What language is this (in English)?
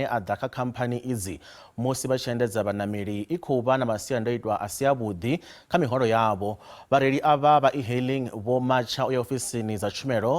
Venda